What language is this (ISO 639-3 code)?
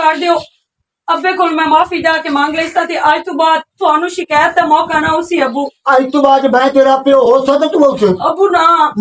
lah